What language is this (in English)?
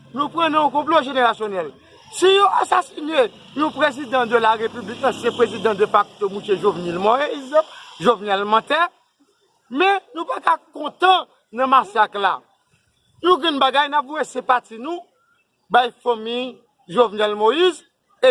Haitian Creole